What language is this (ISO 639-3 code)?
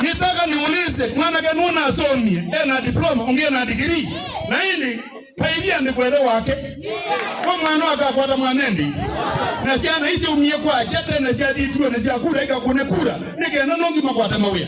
kam